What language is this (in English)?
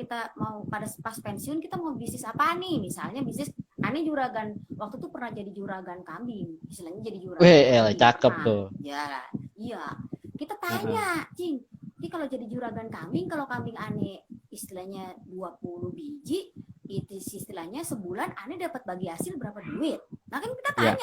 Betawi